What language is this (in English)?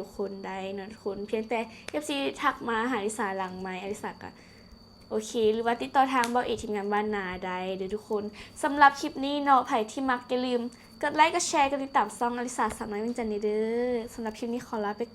Lao